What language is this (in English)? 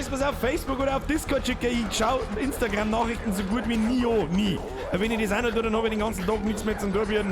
Bavarian